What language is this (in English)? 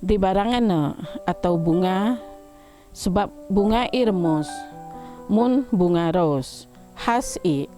Biatah Bidayuh